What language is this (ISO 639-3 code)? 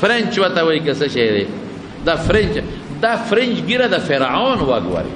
pus